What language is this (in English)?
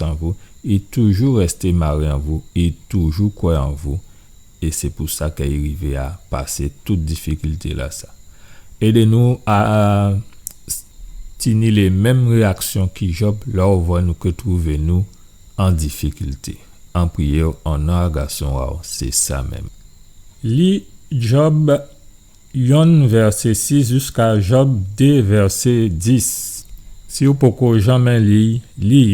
Guadeloupean Creole French